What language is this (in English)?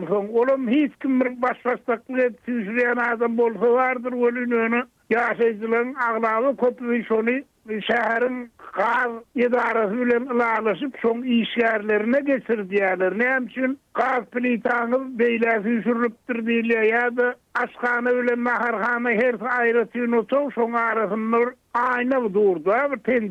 Turkmen